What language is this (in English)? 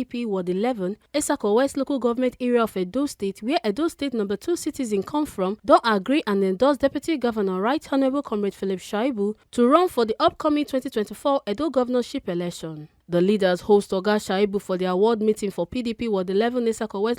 Nigerian Pidgin